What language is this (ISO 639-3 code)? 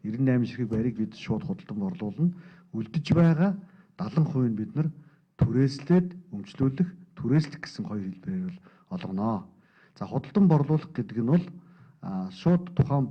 mon